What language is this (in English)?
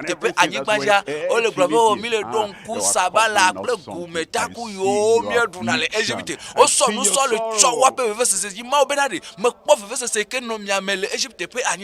Ewe